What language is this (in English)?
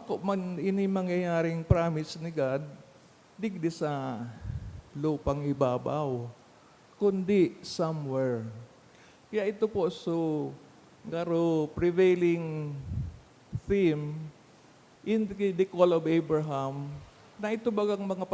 Bikol